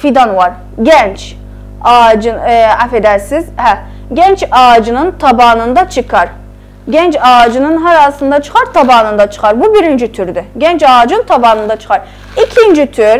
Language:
South Azerbaijani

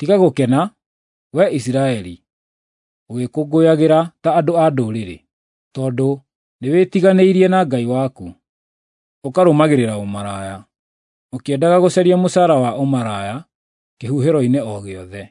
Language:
Kikuyu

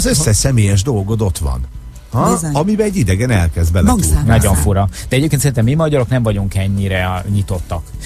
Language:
Hungarian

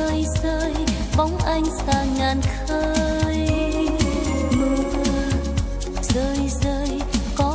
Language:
Vietnamese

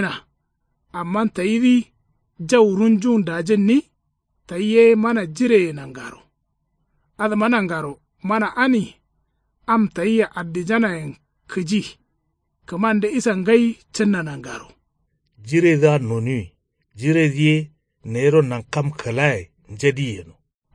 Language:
Kanuri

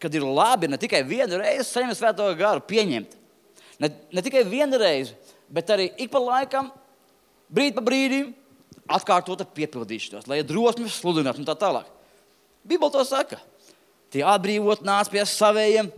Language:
Latvian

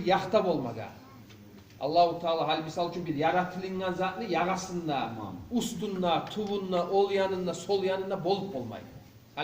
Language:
Kumyk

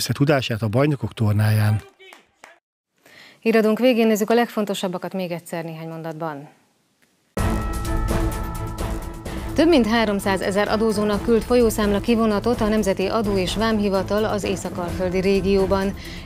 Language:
Hungarian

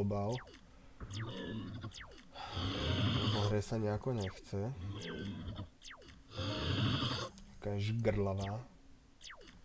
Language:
Slovak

